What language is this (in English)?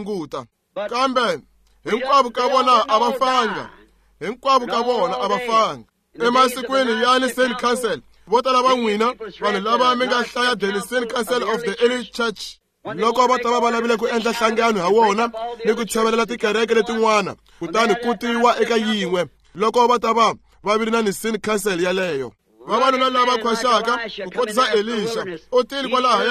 Tsonga